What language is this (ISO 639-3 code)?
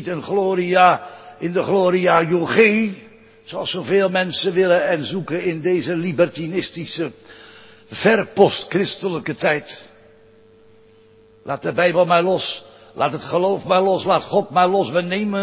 nld